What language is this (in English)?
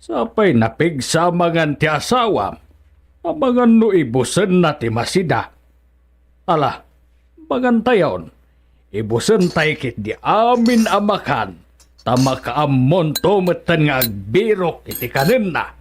Iloko